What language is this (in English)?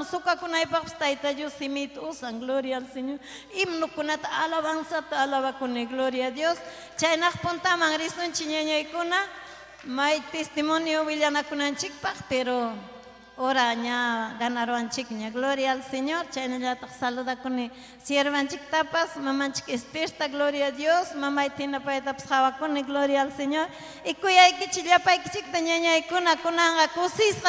Ayacucho Quechua